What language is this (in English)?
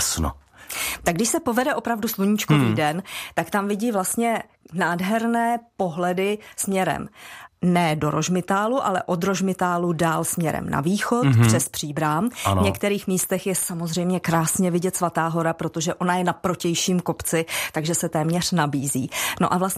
Czech